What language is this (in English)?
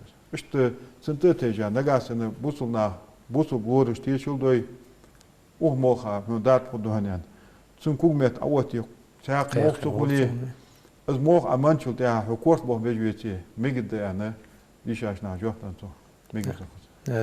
Ingush